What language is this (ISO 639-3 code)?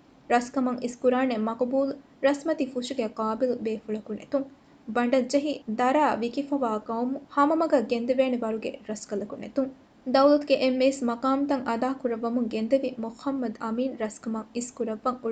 div